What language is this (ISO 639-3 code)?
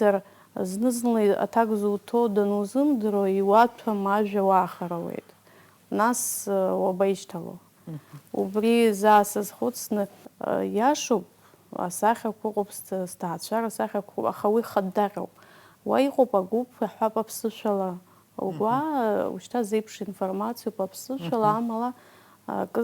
abk